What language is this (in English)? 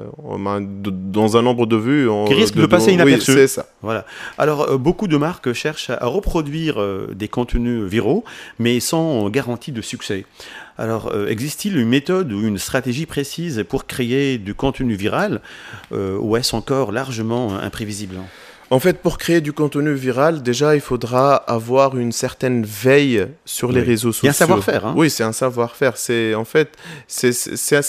French